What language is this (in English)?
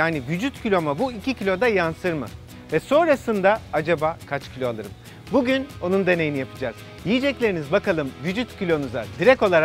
Turkish